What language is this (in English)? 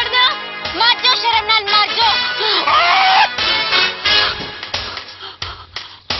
Punjabi